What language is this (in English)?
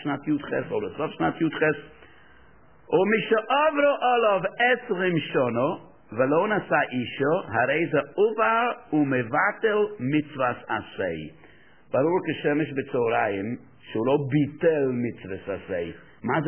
Hebrew